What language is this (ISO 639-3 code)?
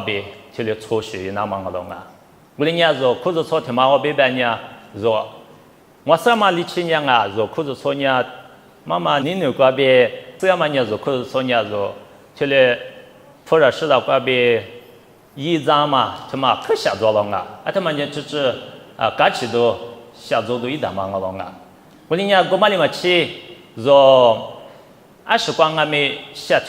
lis